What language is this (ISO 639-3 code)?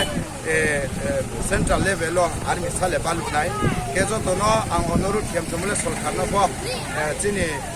ria